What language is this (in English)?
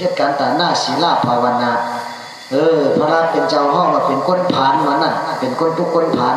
Shan